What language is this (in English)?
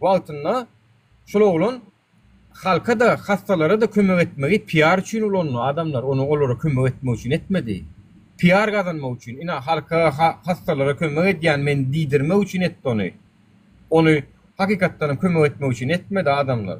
Turkmen